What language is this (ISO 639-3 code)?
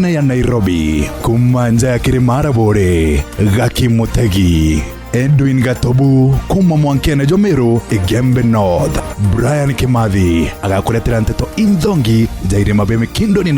mer